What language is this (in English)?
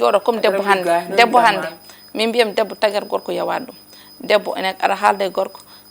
Fula